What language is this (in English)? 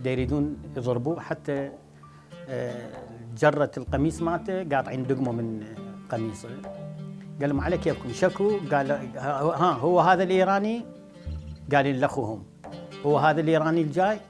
Mesopotamian Arabic